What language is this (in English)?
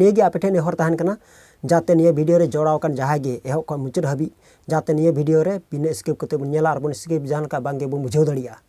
Santali